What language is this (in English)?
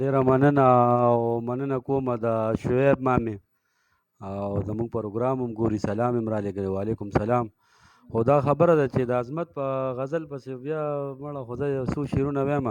Pashto